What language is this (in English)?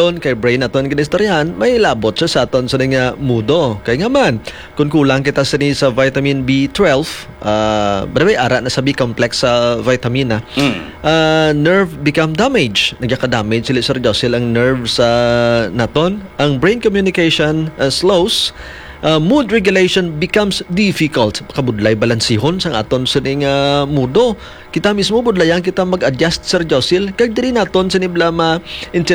Hiligaynon